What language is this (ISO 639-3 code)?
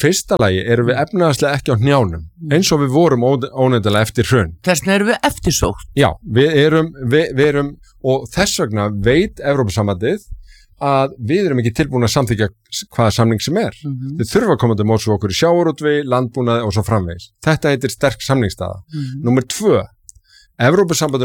isl